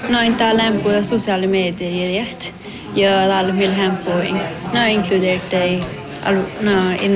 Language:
Northern Sami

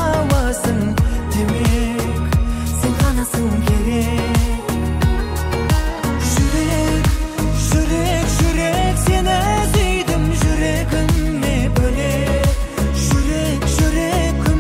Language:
Kazakh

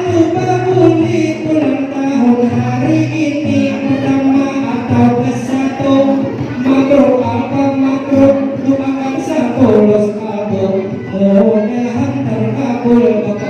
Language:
Banjar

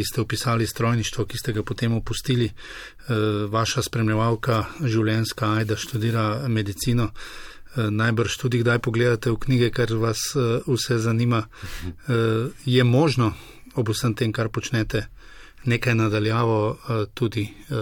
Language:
Slovenian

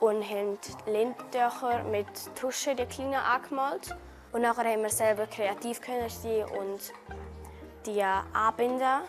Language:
Romansh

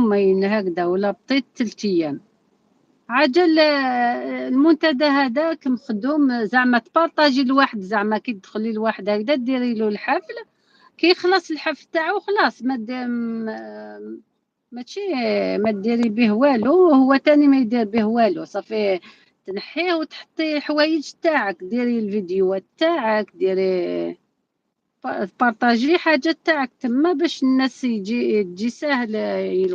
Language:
Algerian Arabic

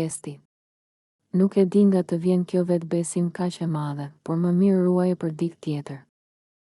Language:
Albanian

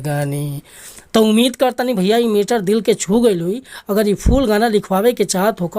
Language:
Bhojpuri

